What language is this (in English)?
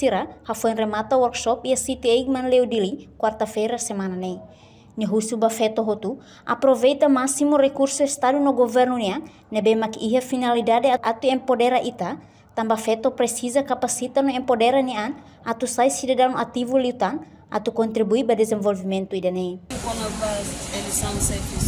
Tetum